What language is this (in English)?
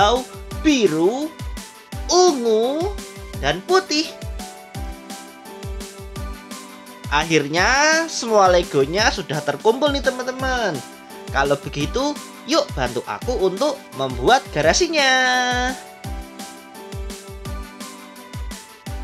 Indonesian